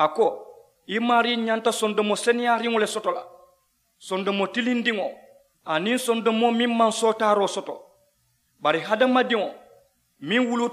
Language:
Mandingo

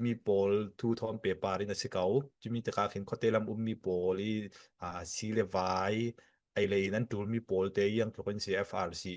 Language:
Falam Chin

